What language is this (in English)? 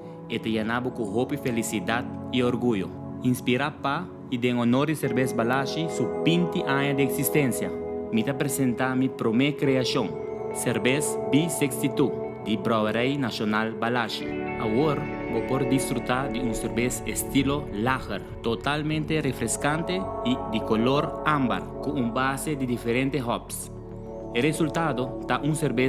Papiamento